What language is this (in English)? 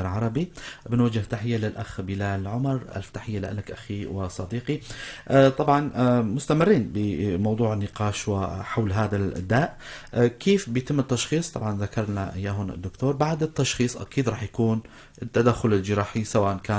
North Levantine Arabic